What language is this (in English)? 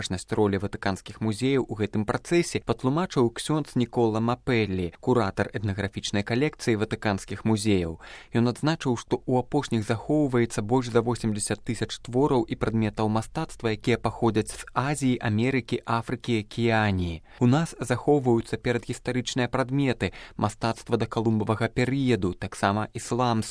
Belarusian